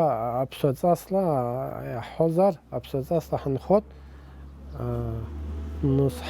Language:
Abkhazian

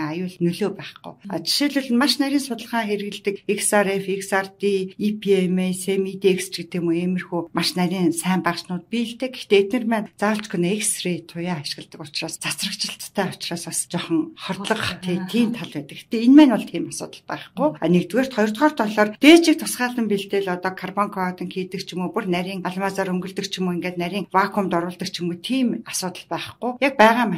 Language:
Mongolian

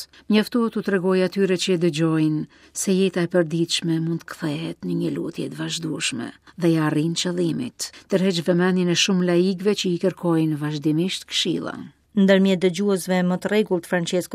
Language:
Albanian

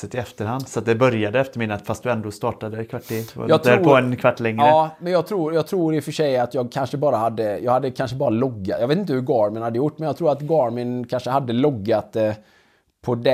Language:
Swedish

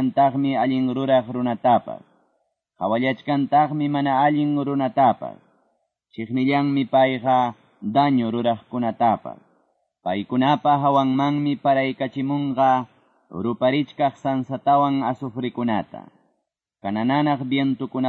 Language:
Quechua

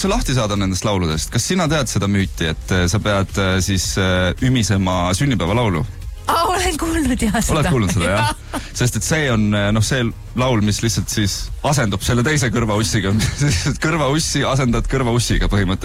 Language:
Estonian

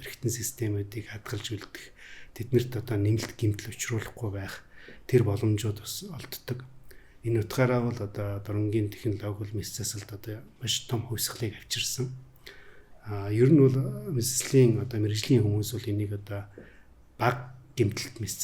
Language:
Mongolian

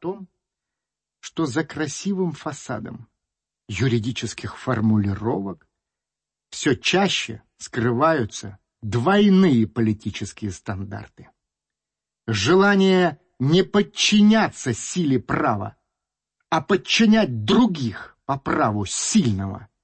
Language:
Russian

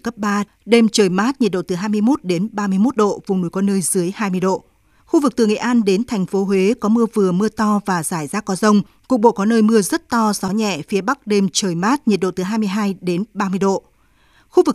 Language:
Vietnamese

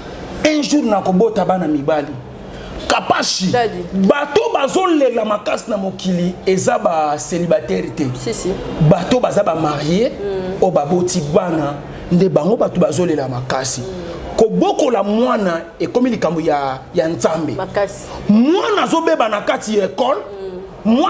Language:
Lingala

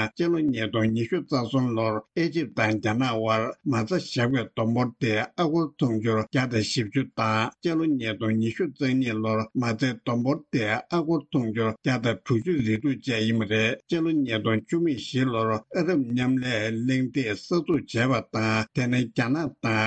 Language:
Tibetan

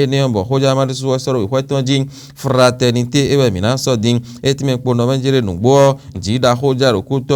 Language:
Fon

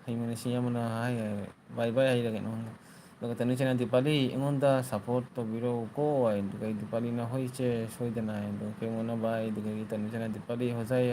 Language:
Manipuri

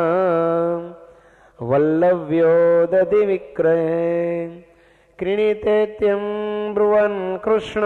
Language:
Gujarati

